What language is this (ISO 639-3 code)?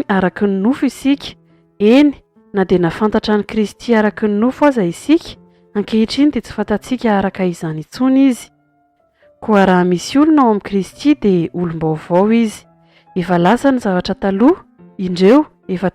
mlg